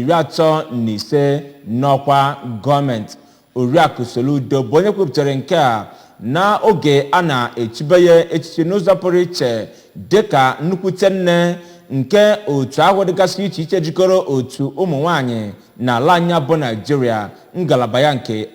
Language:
Igbo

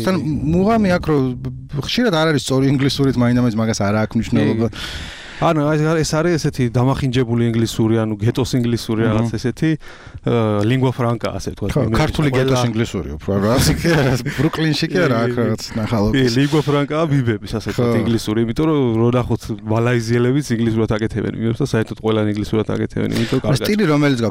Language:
Georgian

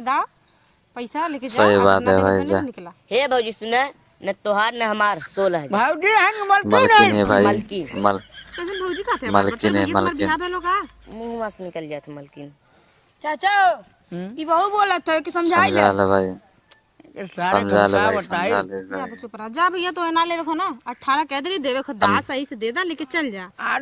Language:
Awadhi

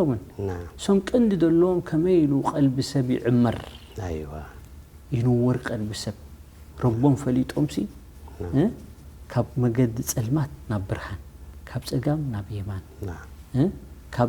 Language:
Tigrinya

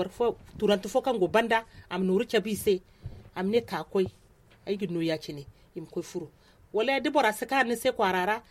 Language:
Zarma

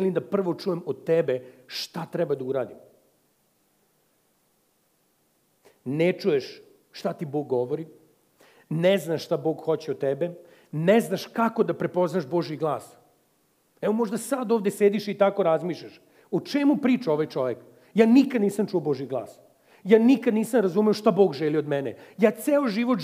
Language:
Serbian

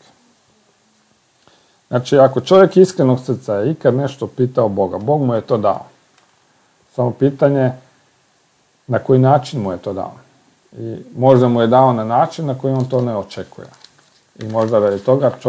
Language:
Croatian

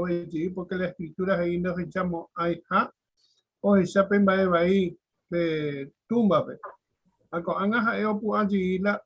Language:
Guarani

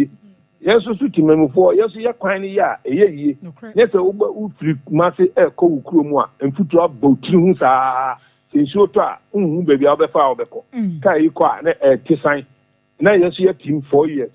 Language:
Akan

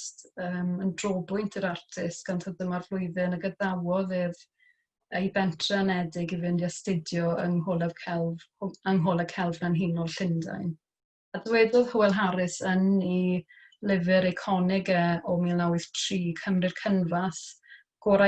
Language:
Welsh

